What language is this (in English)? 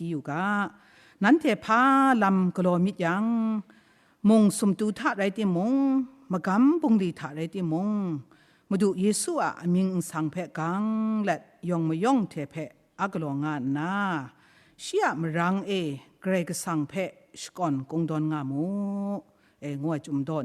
Kachin